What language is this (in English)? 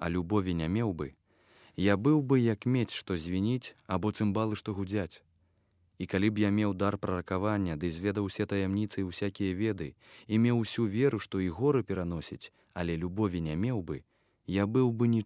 Belarusian